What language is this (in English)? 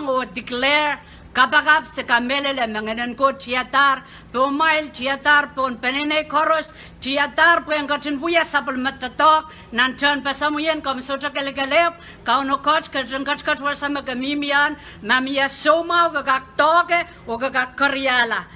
Pohnpeian